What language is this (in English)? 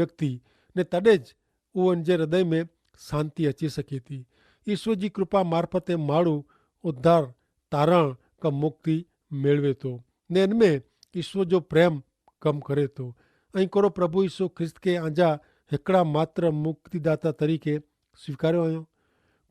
Kachhi